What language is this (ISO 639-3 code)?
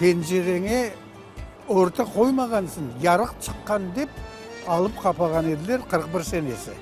crh